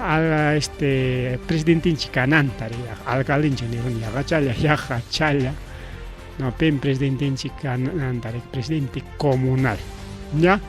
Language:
Ayacucho Quechua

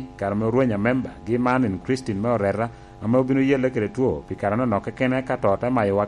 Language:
Lango (Uganda)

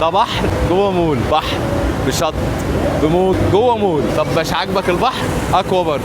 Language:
Egyptian Arabic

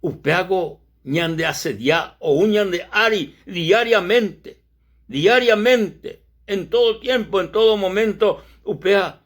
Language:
Guarani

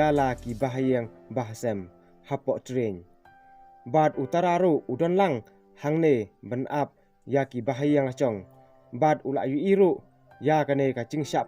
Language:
Khasi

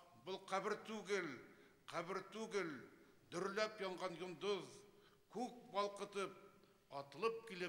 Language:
Bashkir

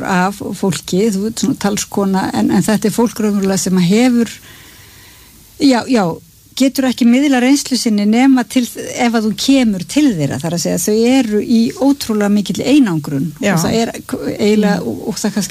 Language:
Icelandic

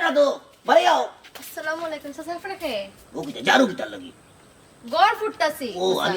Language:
Sylheti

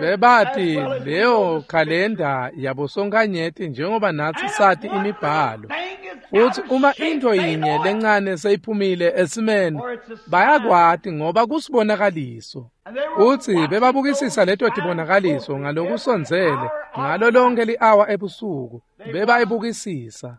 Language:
Swati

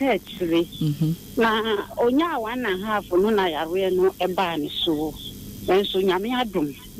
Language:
Akan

